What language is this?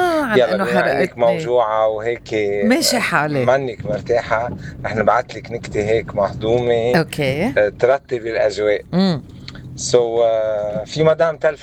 North Levantine Arabic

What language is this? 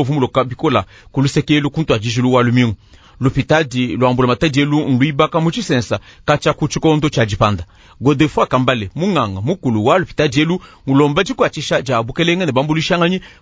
Luba-Lulua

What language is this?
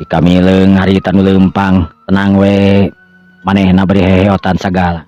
Sundanese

